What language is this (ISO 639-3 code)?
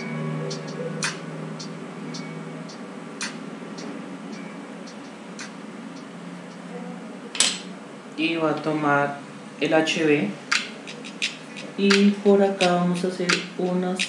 spa